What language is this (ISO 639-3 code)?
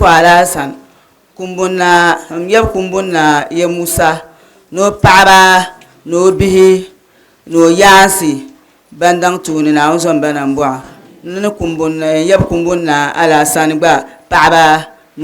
dag